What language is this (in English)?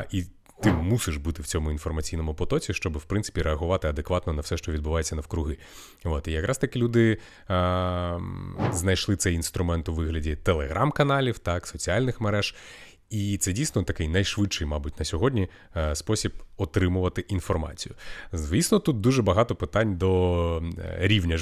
Ukrainian